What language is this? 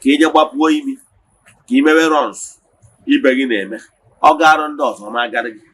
Igbo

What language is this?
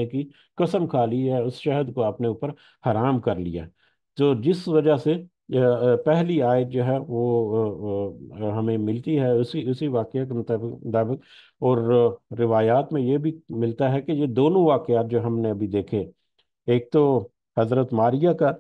Urdu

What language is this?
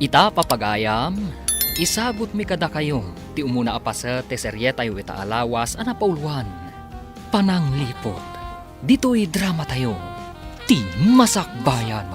Iloko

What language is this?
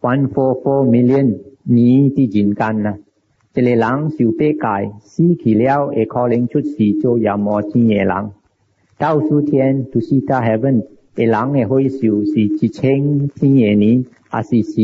Min Nan Chinese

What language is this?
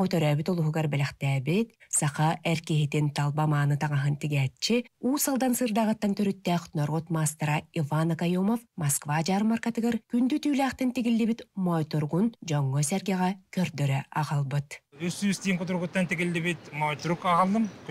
Yakut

